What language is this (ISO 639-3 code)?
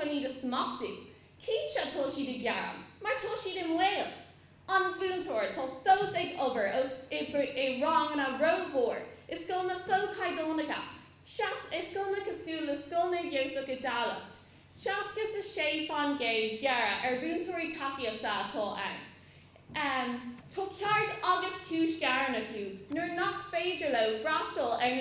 gle